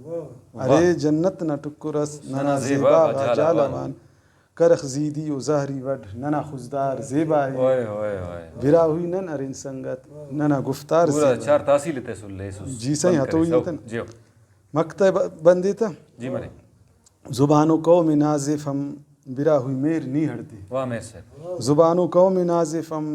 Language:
Brahui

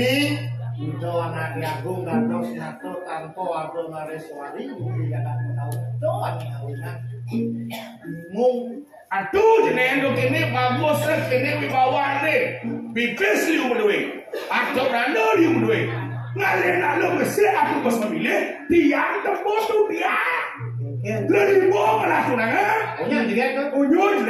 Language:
Balinese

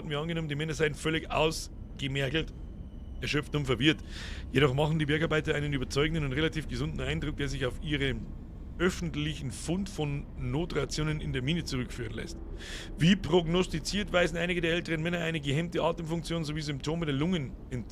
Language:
Bavarian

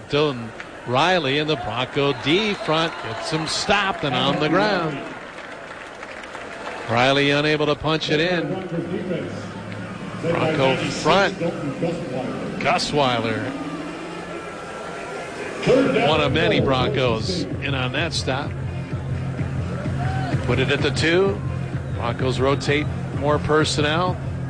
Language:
English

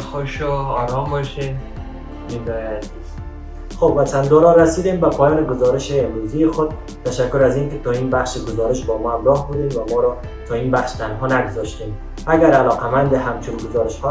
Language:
Persian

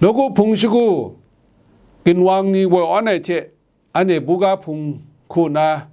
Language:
Kachin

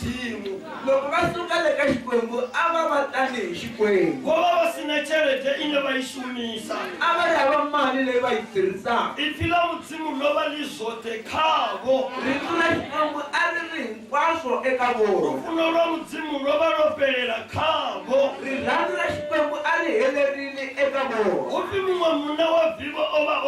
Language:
Tsonga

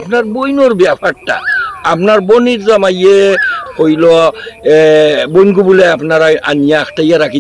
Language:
Sylheti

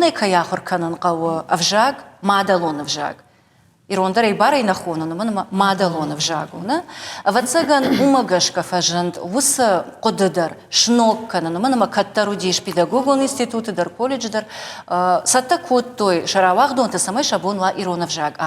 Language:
Ossetic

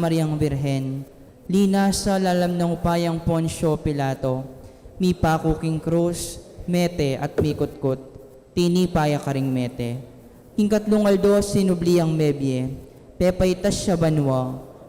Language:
Pampanga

